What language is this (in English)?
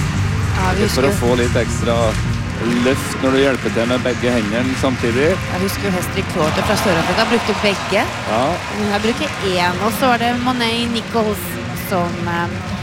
Norwegian